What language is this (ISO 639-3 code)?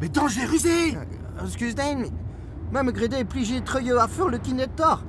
bre